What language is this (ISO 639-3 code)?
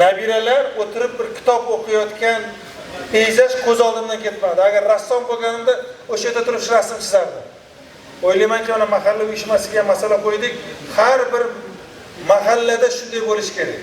uzb